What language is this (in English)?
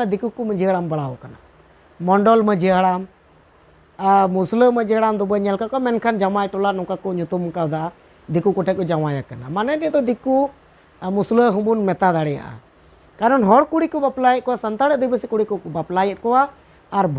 Santali